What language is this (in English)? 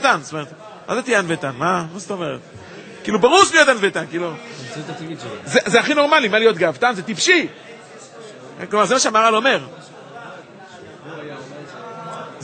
Hebrew